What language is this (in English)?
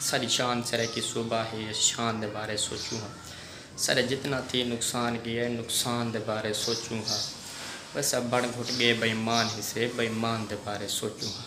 Saraiki